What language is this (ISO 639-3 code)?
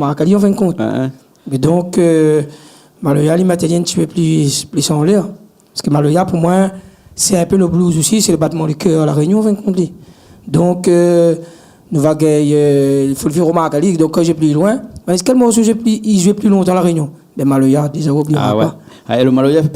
rcf